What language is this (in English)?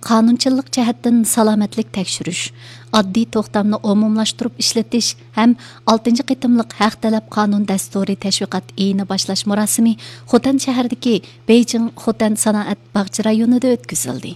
Uyghur